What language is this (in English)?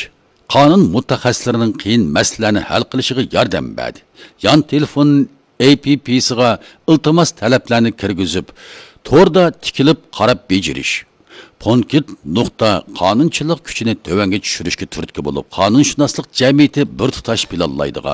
Uyghur